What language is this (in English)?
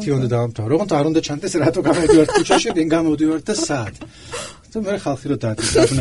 Georgian